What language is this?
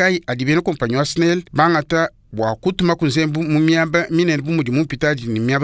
Luba-Lulua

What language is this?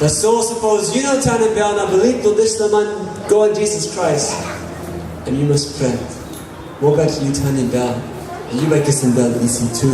Tok Pisin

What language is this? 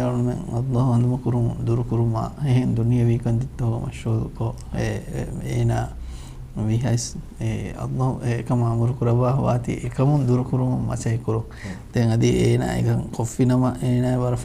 Divehi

